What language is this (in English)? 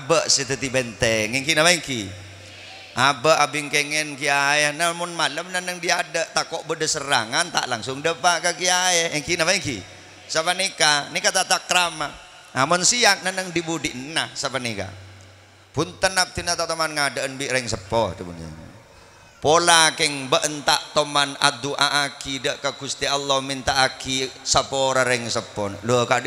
Madurese